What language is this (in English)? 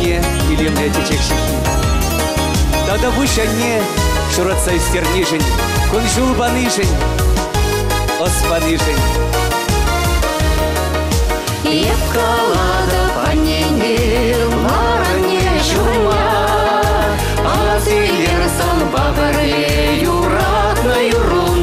Chuvash